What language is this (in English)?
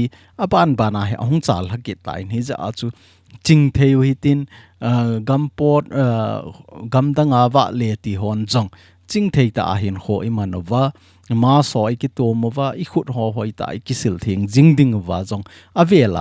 Thado Chin